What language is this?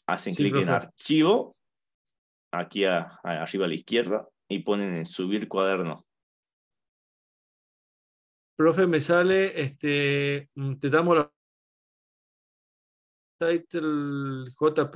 Spanish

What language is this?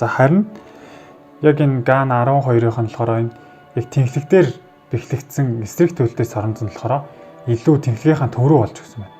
Mongolian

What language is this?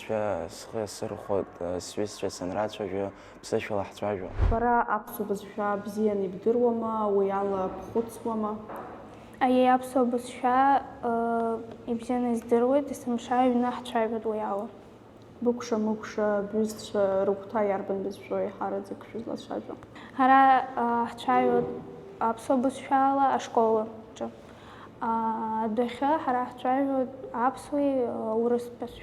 Abkhazian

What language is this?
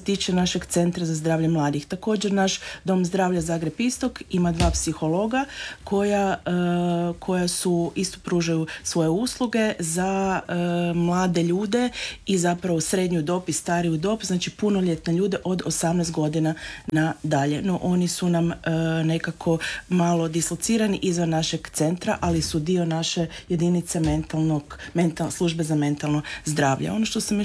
Croatian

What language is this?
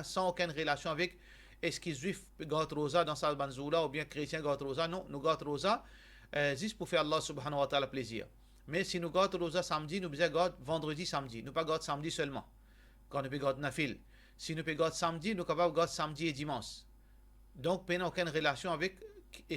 Morisyen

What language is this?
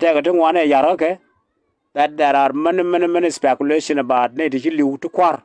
Nuer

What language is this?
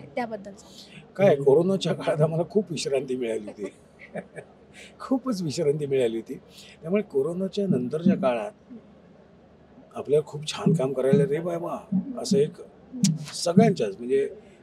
Marathi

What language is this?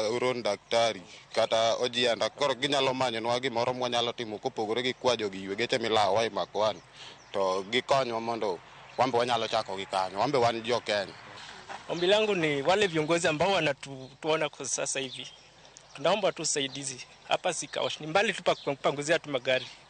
Luo (Kenya and Tanzania)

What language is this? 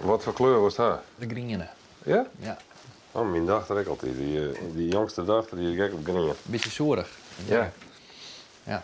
Western Frisian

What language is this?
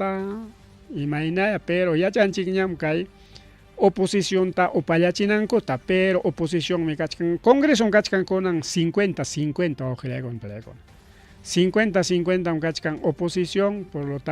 Ayacucho Quechua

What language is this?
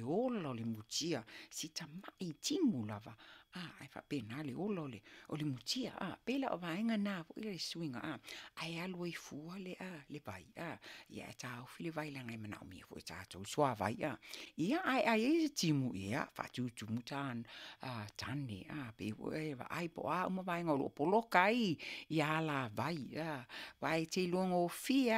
Samoan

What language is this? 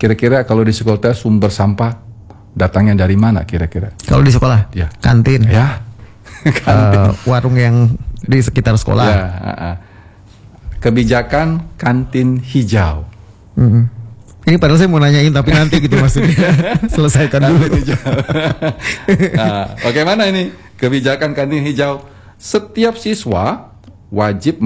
Indonesian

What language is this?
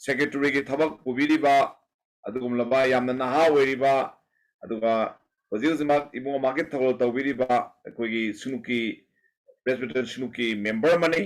Manipuri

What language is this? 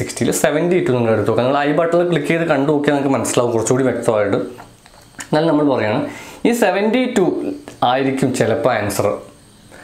Malayalam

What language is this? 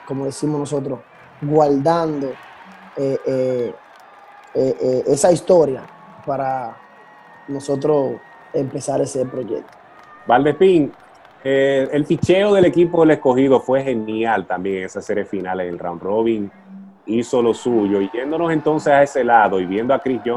Spanish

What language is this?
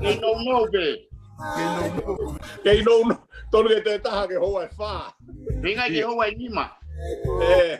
Tongan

